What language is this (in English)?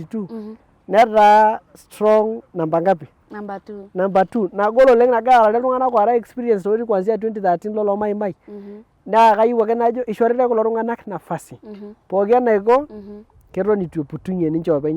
Masai